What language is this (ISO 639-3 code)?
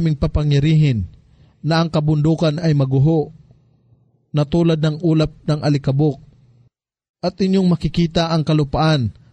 fil